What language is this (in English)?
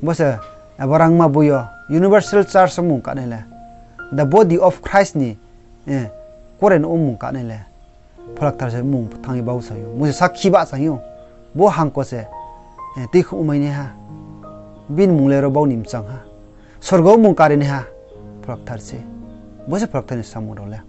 Riang (India)